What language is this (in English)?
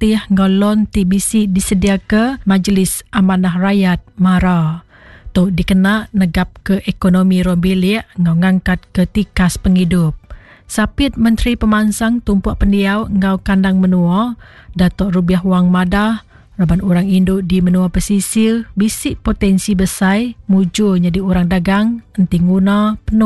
Iban